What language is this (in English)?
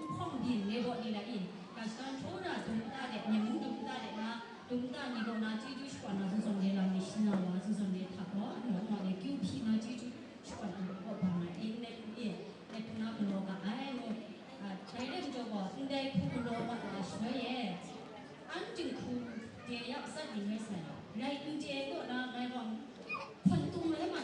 Kachin